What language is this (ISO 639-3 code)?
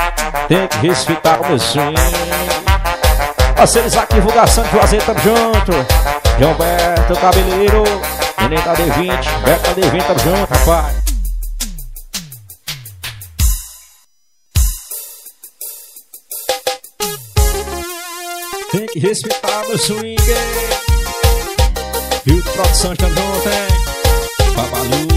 por